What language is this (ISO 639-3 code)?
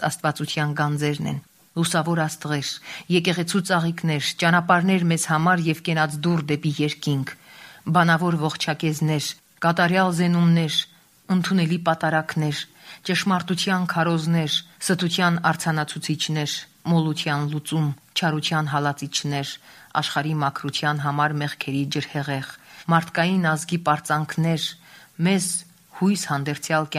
hye